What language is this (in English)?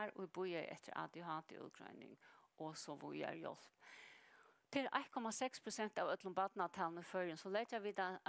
Faroese